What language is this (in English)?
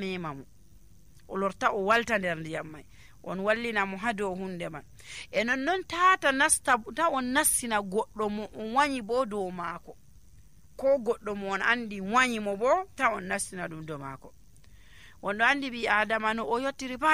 Nigerian Fulfulde